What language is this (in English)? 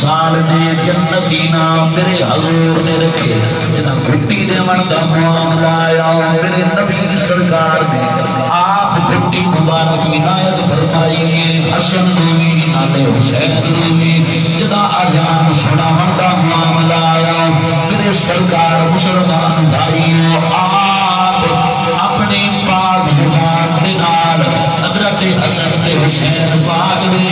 Saraiki